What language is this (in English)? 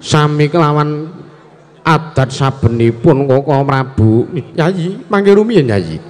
Javanese